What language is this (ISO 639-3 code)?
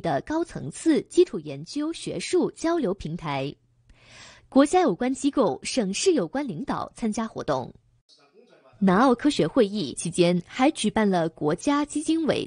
zho